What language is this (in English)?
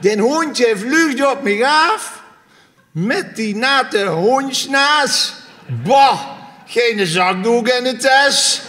Limburgish